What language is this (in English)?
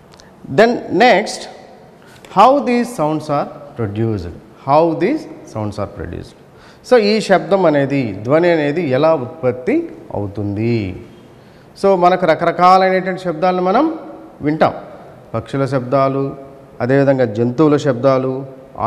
Telugu